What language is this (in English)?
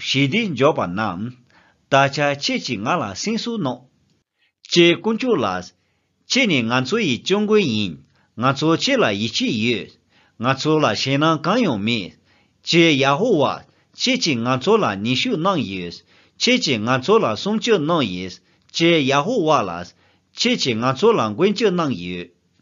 Tibetan